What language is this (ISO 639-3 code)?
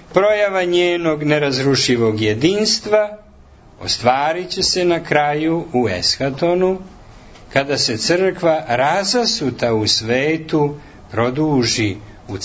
srp